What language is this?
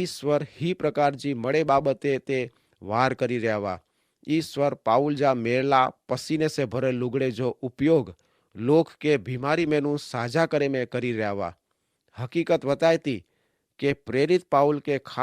Kachhi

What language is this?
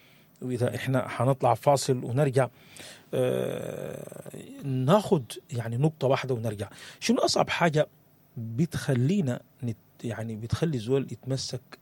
Sudanese Arabic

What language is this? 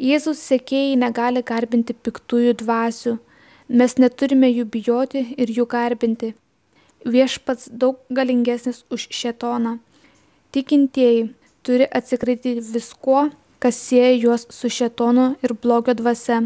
Lithuanian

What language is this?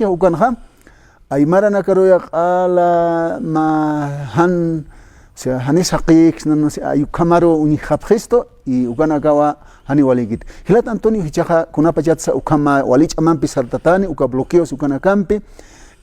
Aymara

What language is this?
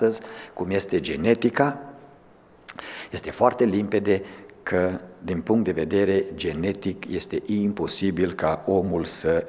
Romanian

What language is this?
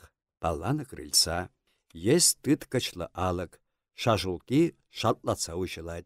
Chuvash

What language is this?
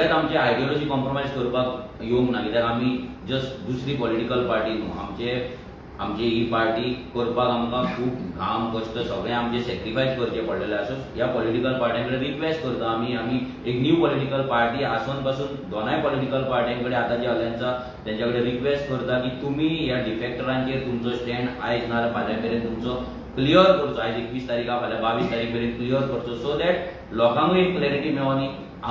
Konkani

